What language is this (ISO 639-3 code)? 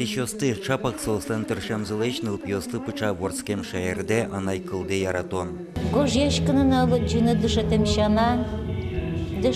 udm